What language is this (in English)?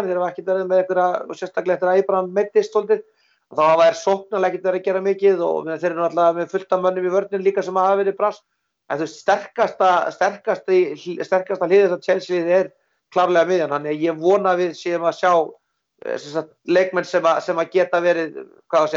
Icelandic